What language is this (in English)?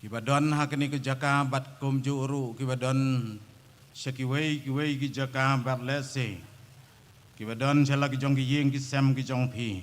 Khasi